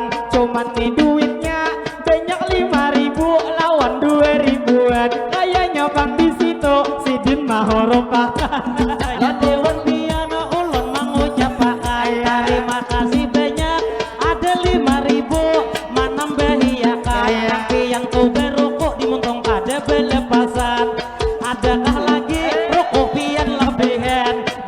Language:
Banjar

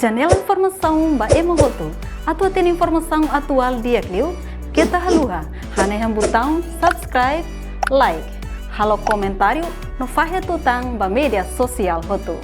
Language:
Tetum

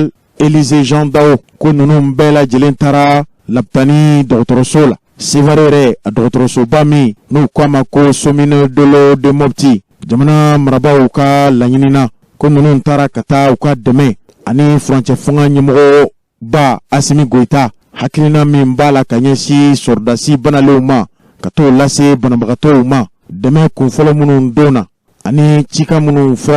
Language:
Bambara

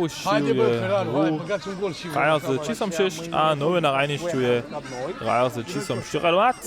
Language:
Upper Sorbian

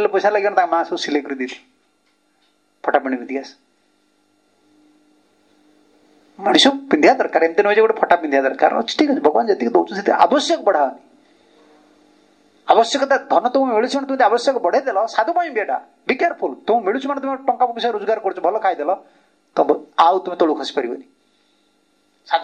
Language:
Odia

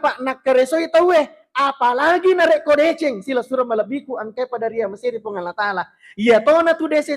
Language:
Buginese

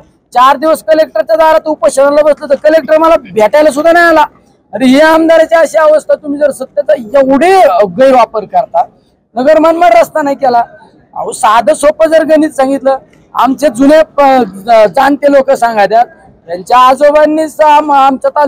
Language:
Marathi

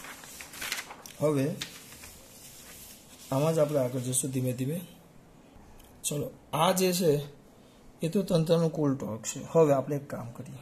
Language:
Gujarati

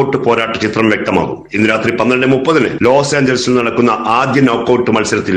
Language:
Malayalam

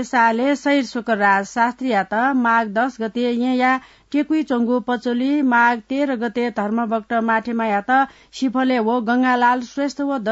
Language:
Newari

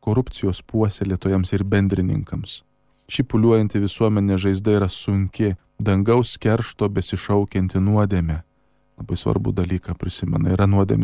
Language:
Lithuanian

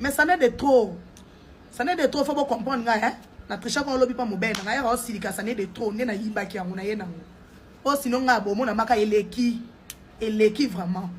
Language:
Lingala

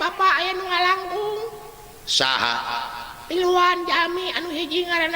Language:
Sundanese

